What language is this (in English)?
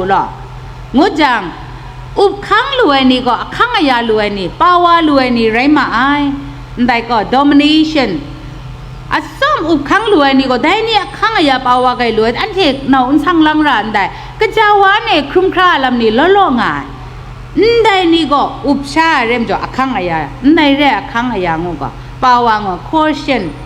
Kachin